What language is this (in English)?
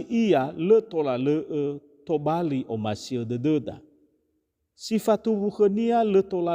Nias